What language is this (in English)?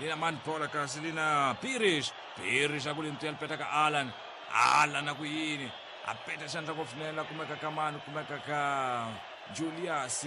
Tsonga